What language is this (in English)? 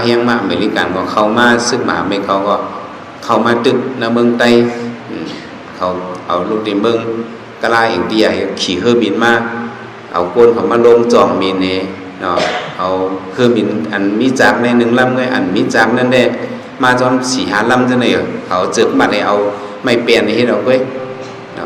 Shan